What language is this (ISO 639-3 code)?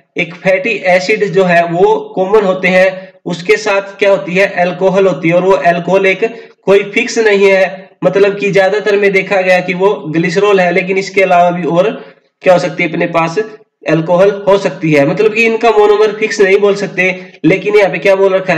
hin